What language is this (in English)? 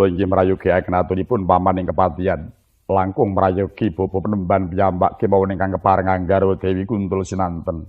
Javanese